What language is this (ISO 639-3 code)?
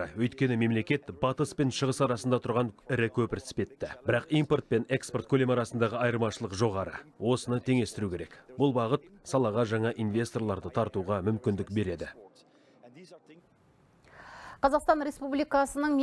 kaz